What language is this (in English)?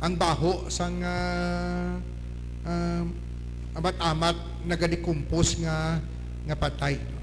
Hiligaynon